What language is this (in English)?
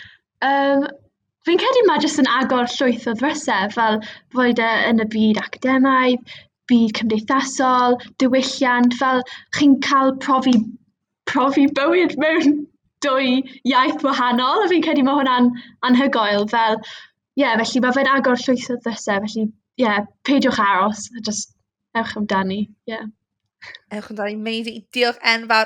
Welsh